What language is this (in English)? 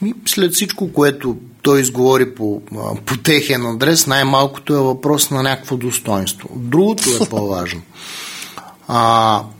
Bulgarian